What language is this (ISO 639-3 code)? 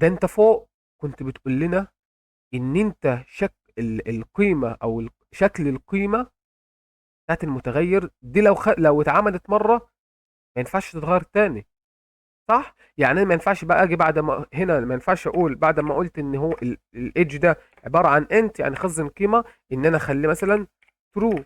arz